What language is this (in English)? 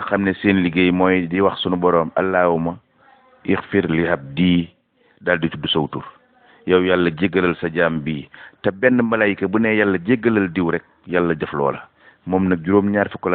Wolof